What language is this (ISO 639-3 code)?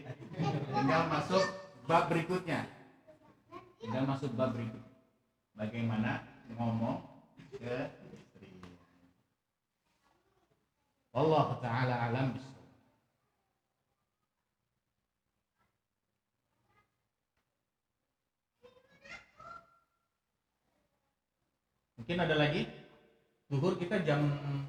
ind